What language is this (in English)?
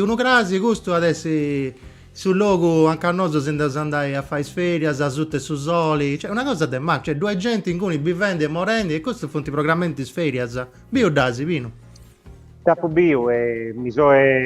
Sardinian